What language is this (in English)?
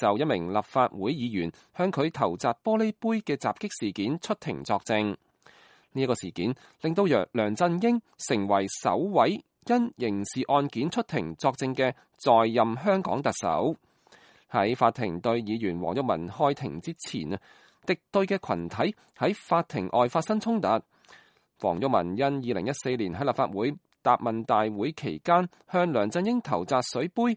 Cantonese